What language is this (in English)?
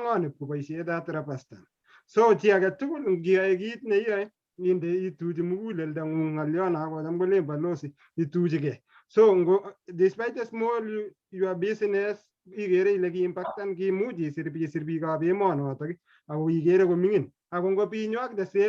Kalenjin